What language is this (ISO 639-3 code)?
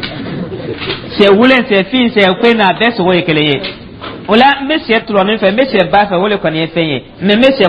dyu